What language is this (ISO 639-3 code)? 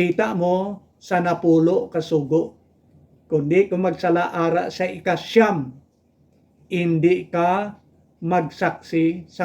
hil